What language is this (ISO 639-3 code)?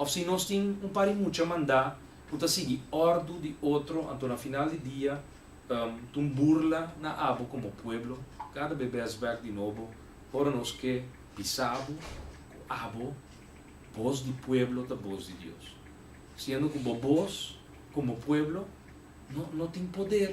pap